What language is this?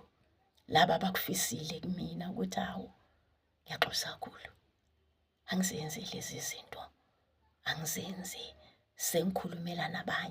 Zulu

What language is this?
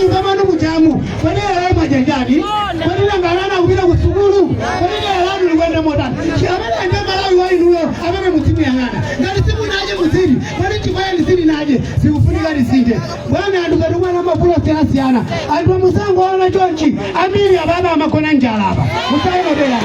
Nyanja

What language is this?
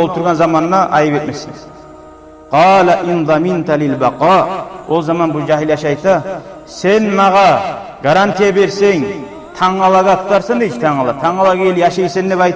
Kumyk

